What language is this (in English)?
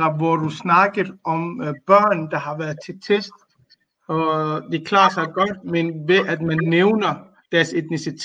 Danish